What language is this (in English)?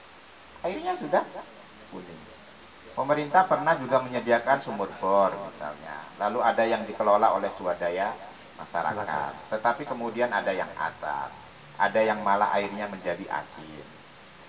Indonesian